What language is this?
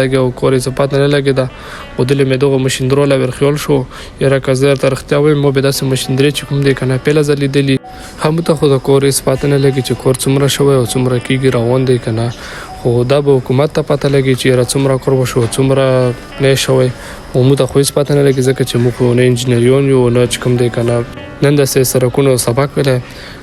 Pashto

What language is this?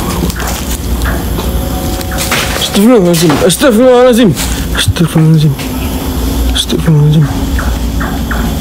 Malay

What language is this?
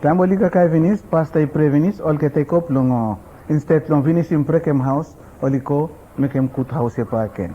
Bislama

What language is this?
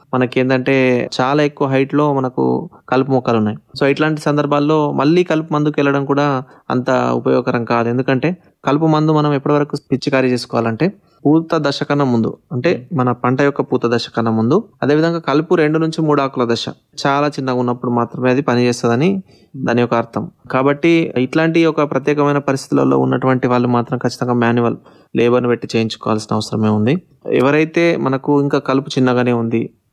Telugu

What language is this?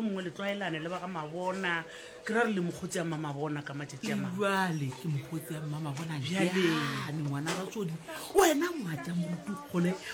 Northern Sotho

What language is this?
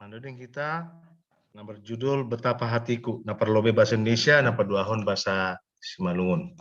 Batak Simalungun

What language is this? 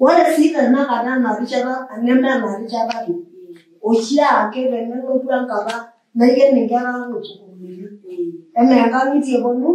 Masai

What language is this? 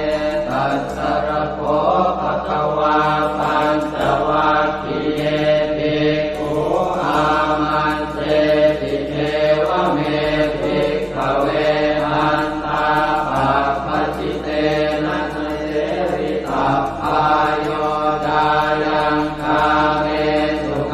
Pali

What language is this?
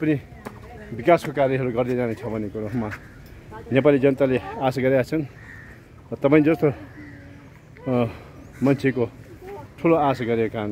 Nepali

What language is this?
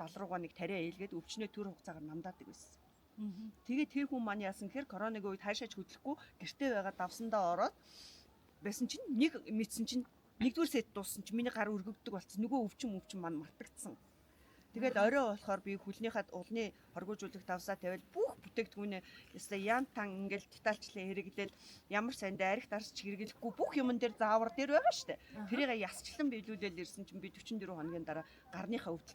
Mongolian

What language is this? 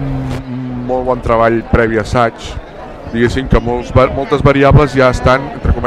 Catalan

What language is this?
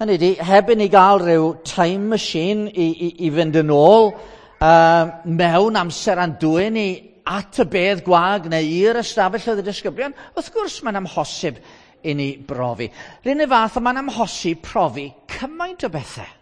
Welsh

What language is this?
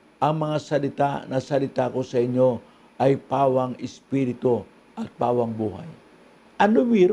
Filipino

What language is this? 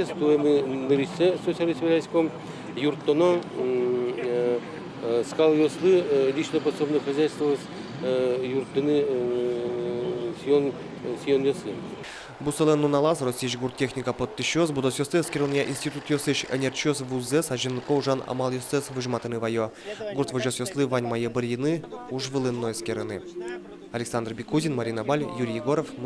Udmurt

